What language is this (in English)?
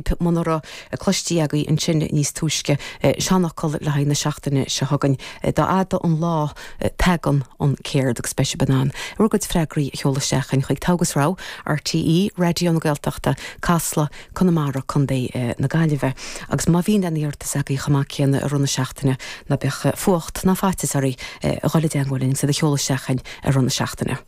Irish